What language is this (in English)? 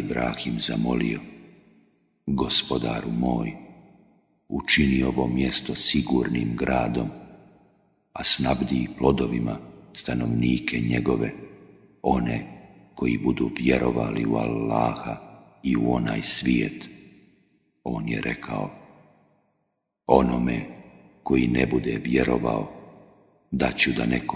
Bosnian